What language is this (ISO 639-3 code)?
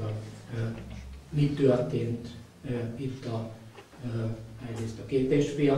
hun